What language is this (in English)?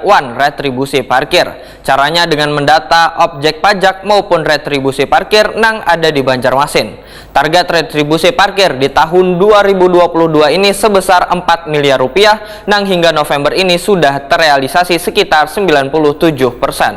Banjar